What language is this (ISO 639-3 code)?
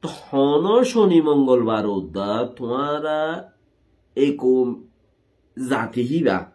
rhg